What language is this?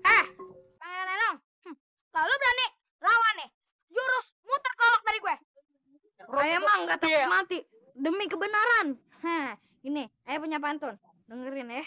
Betawi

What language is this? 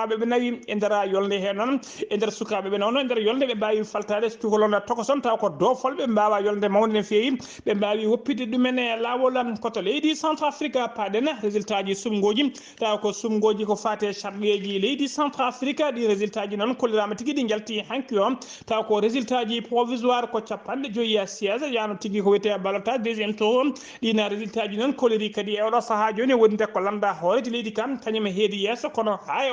Fula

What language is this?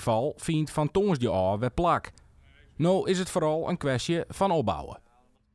Western Frisian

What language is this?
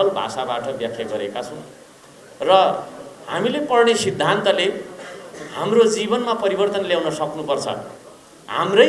Nepali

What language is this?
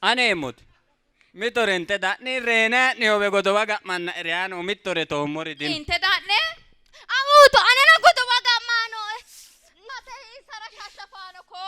Sidamo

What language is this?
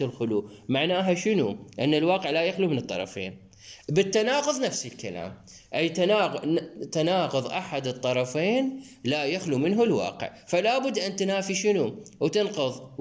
Mesopotamian Arabic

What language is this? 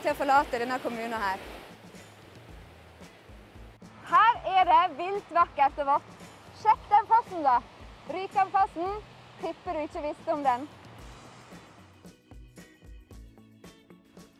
Norwegian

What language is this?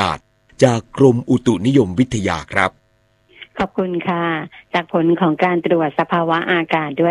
Thai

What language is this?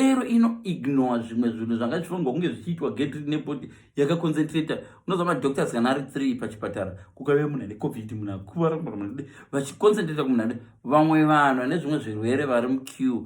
Shona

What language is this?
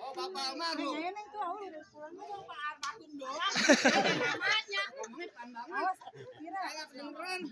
Betawi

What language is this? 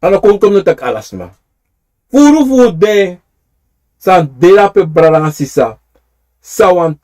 Sranan Tongo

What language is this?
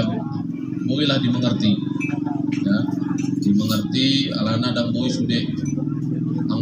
Batak Toba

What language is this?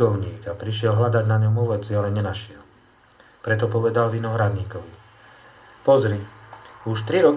Slovak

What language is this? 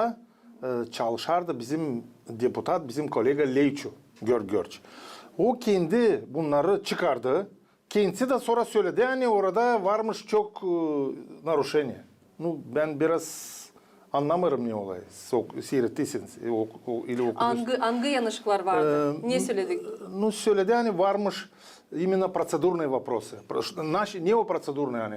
Gagauz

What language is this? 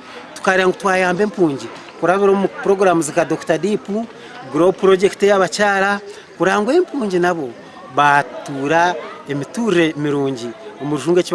Nyankole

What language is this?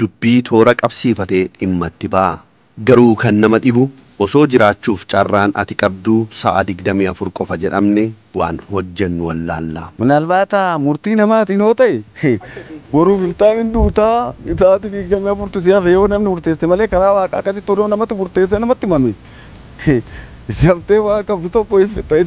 Oromo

